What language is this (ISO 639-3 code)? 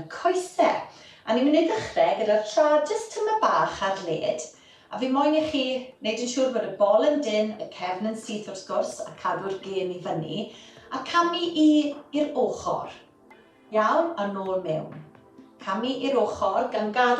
cym